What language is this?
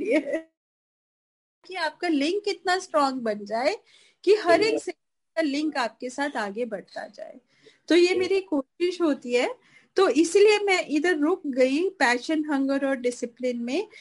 Hindi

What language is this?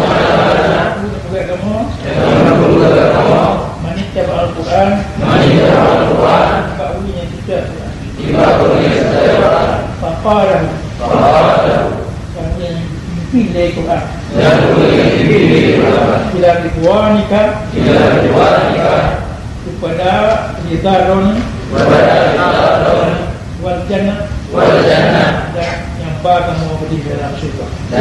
Achinese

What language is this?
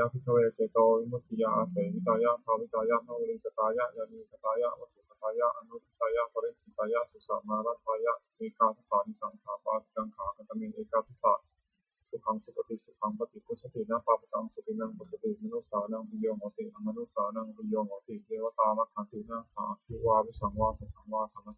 Pali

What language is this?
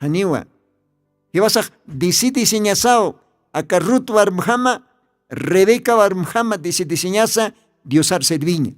Aymara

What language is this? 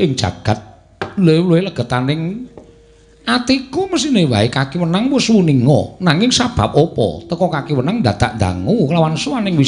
Javanese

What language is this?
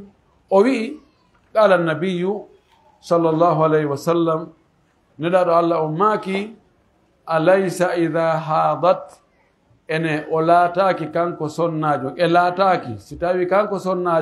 Pular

